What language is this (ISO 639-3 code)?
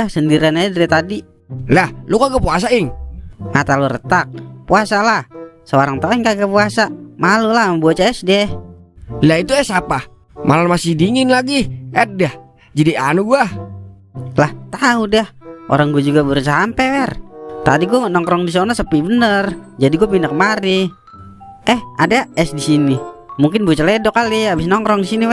bew